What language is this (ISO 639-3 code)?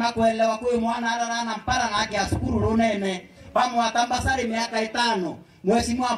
mer